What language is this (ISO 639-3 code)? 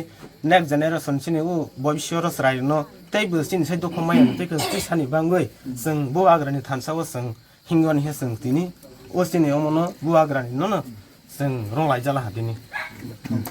trp